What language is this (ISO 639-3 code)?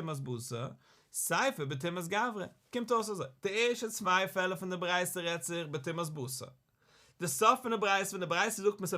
yid